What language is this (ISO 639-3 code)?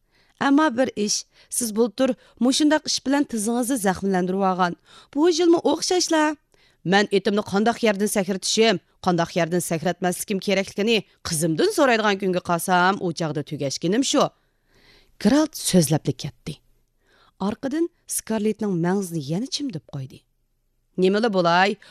uig